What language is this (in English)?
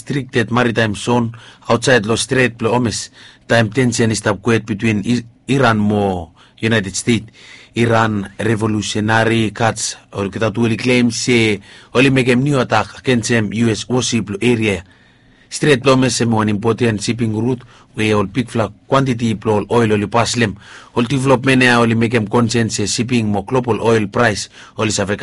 Bislama